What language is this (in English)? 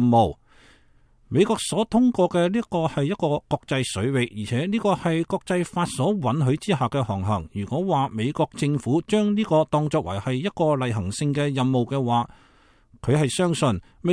Cantonese